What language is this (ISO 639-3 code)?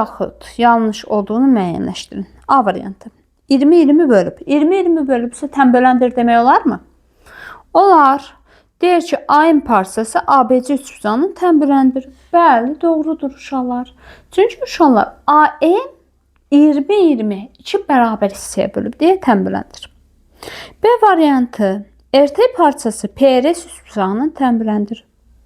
aze